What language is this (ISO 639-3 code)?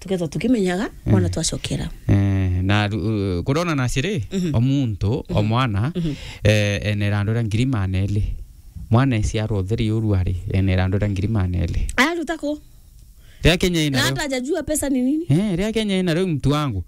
mer